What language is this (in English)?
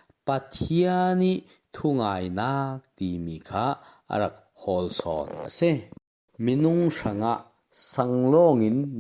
Falam Chin